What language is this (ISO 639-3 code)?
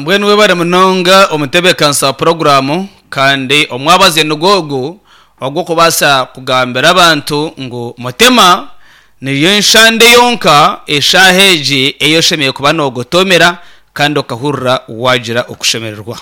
nyn